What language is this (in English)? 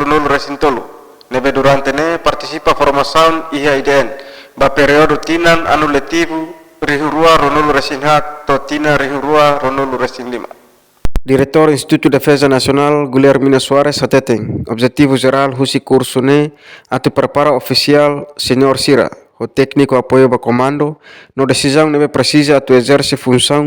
Tetum